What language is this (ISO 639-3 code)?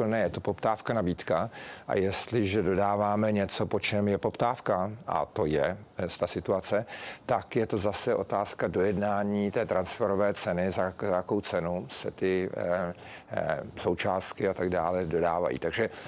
ces